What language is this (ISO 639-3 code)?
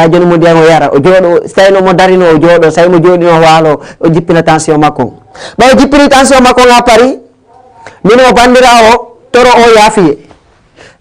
ful